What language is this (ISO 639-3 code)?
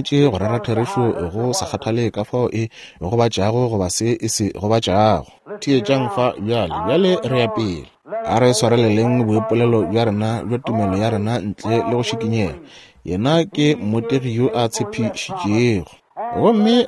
nso